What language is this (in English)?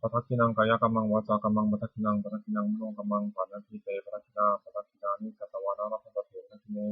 Pali